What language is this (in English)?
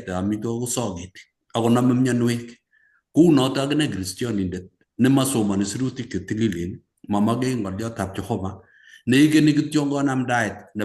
Kalenjin